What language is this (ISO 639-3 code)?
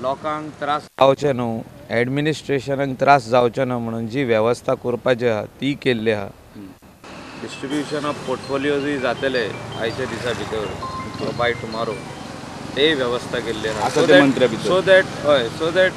kok